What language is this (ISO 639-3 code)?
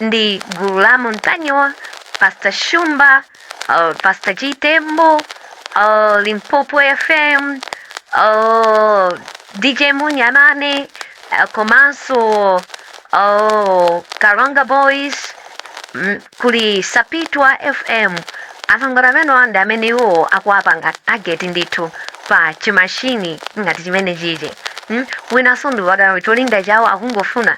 nya